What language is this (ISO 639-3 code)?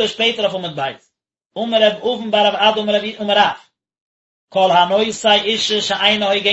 yid